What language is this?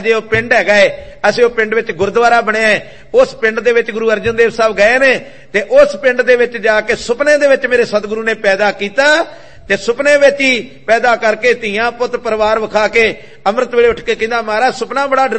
Punjabi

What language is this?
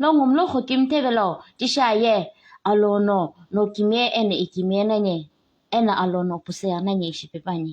Naga Pidgin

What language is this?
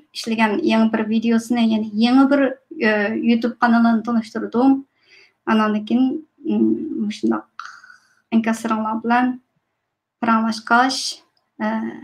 Uyghur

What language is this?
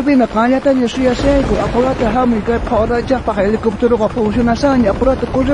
South Bolivian Quechua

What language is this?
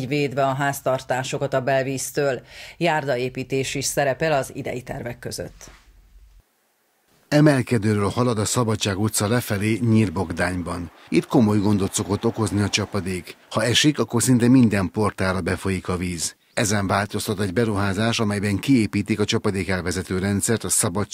Hungarian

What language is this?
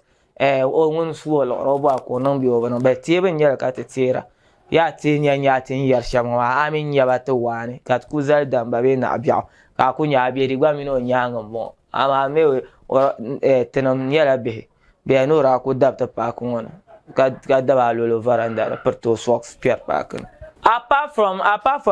Dagbani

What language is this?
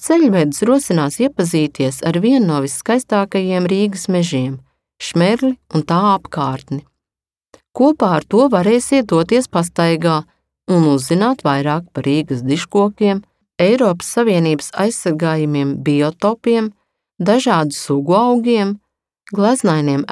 Latvian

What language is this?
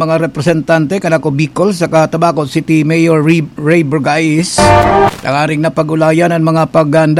Bikol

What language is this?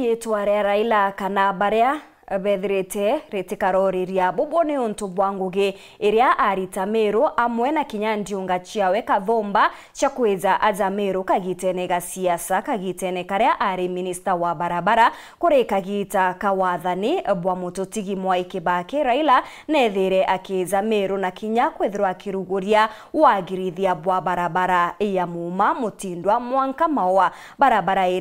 Meru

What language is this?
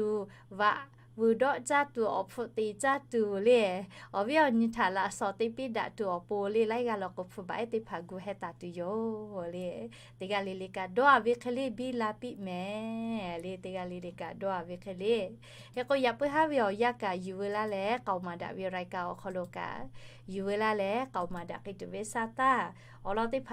Lahu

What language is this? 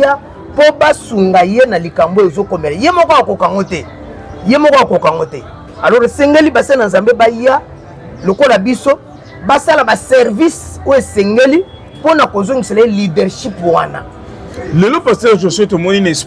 Lingala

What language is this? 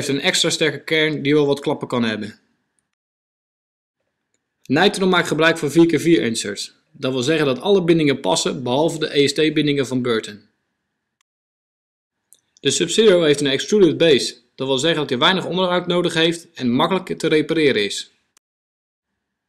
Dutch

